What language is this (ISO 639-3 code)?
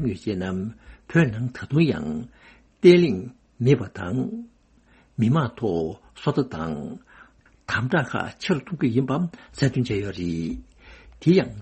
bod